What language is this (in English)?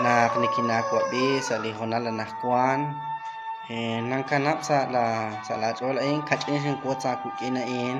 Kekchí